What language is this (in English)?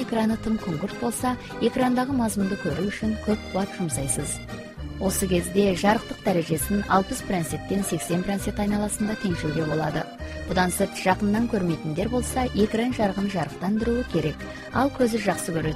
Kazakh